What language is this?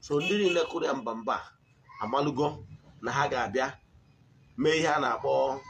Igbo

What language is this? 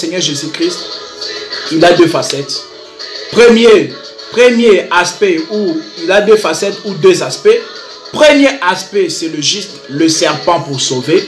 French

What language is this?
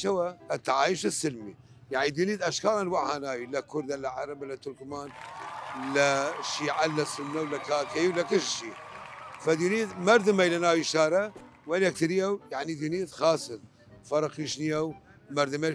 Southern Kurdish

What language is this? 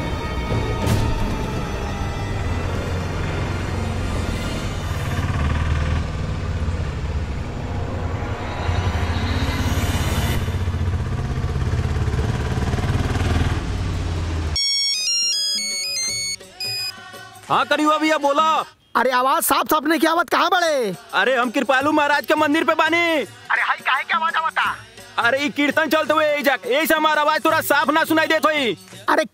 Bhojpuri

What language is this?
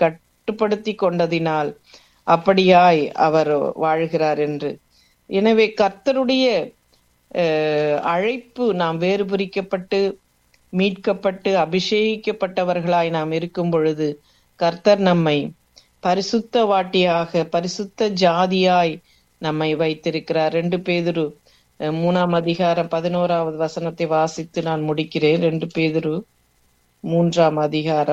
Tamil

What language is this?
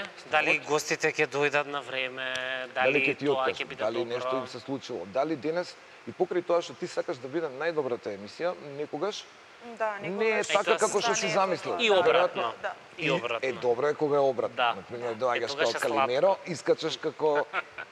Macedonian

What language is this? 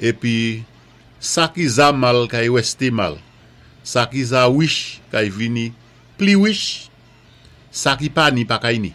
Saint Lucian Creole French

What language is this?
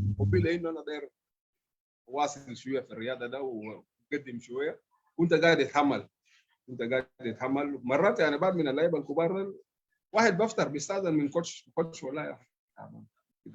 Sudanese Arabic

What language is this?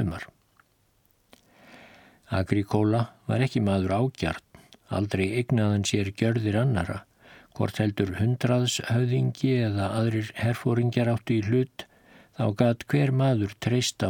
Icelandic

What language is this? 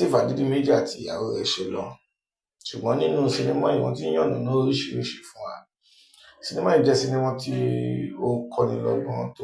Yoruba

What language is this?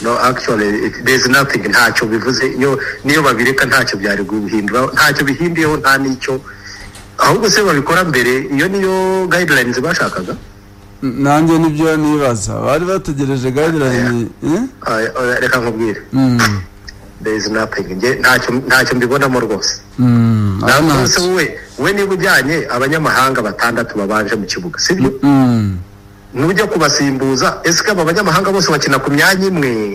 Kinyarwanda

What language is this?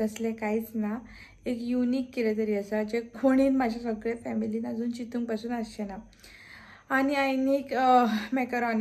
Konkani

